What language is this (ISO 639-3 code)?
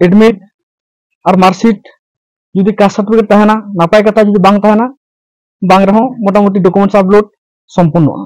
sat